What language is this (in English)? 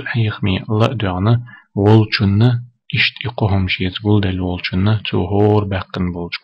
Chechen